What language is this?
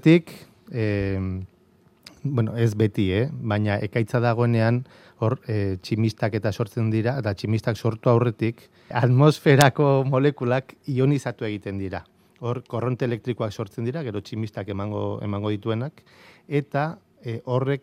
Basque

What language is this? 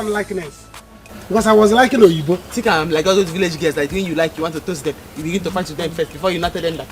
Nigerian Pidgin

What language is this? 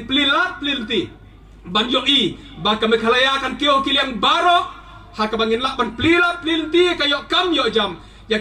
Khasi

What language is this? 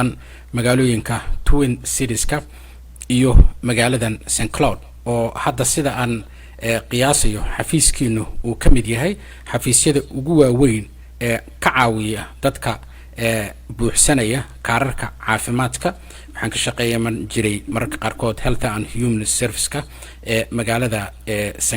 Somali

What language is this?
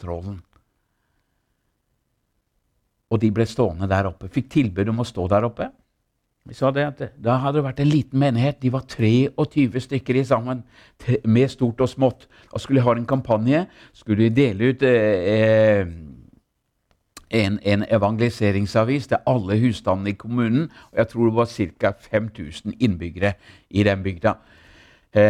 Norwegian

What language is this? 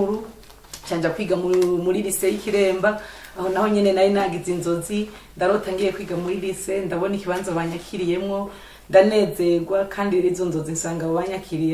Rundi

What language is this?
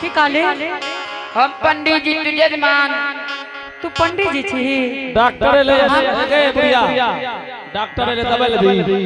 Angika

